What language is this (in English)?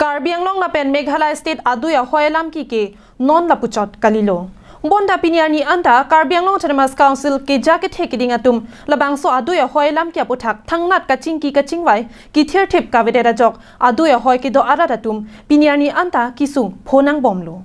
Karbi